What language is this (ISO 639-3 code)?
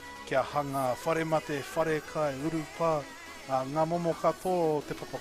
mri